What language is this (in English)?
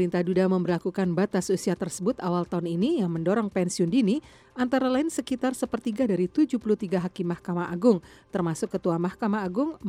Indonesian